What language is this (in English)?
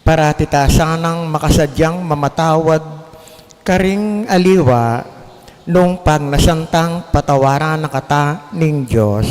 Pampanga